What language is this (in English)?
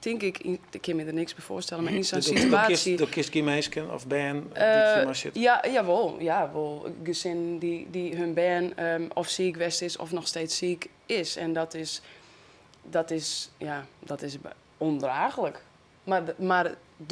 Western Frisian